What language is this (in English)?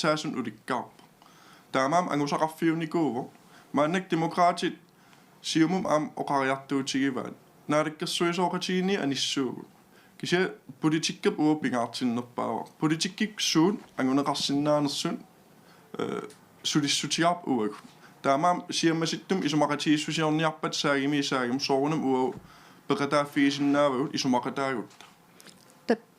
Kalaallisut